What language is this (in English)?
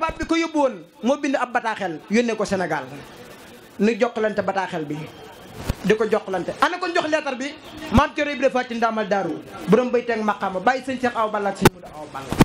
Wolof